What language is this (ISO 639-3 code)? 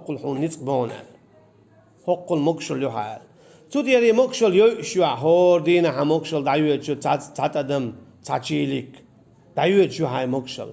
che